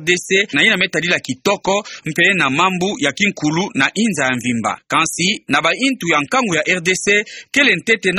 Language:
Kituba (Democratic Republic of Congo)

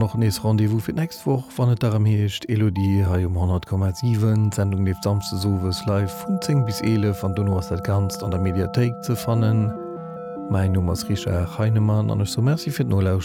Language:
Luxembourgish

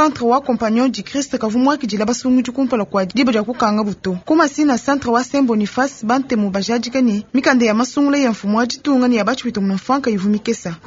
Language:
Luba-Lulua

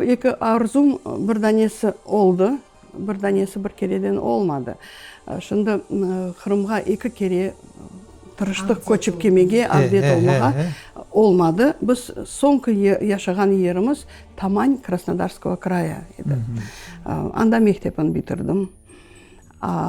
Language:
Crimean Tatar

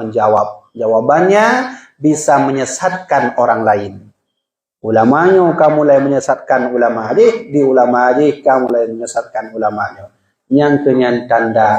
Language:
Achinese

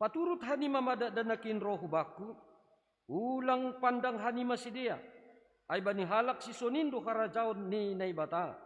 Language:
Batak Simalungun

